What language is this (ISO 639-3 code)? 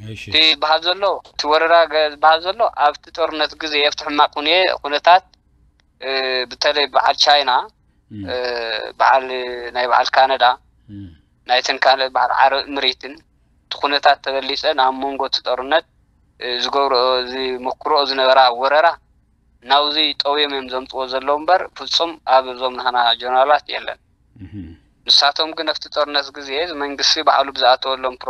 tir